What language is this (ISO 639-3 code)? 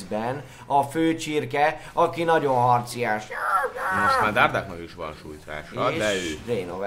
hun